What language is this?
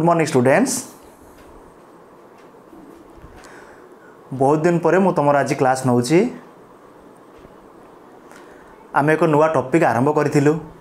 Odia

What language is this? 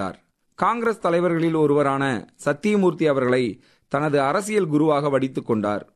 Tamil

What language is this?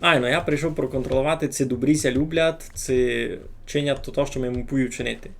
Rusyn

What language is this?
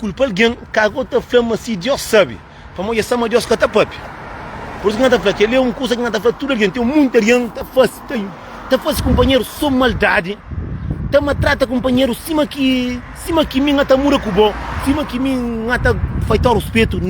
Kabuverdianu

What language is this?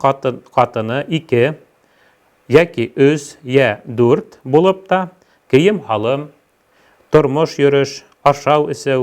Bashkir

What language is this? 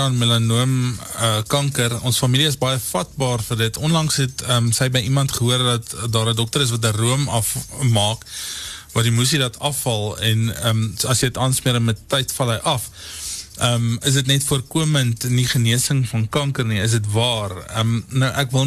Afrikaans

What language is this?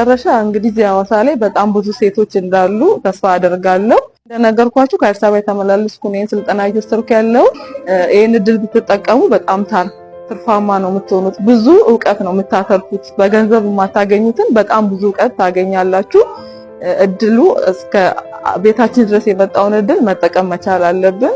Amharic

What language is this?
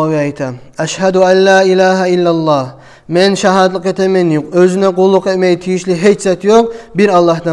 Kumyk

